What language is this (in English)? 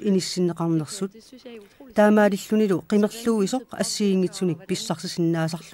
Kalaallisut